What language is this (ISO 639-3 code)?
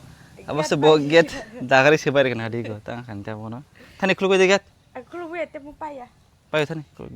trp